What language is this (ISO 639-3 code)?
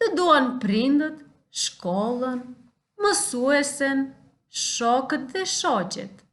sqi